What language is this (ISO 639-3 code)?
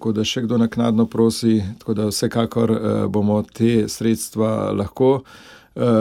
slv